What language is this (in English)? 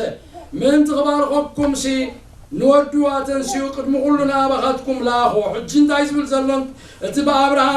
Tigrinya